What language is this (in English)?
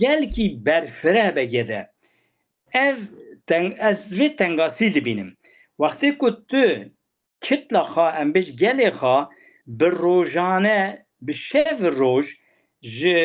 Kurdish